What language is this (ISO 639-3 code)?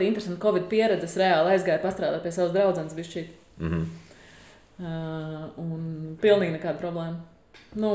lav